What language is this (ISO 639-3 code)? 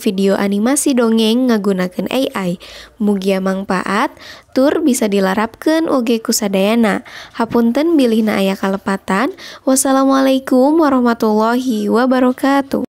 sun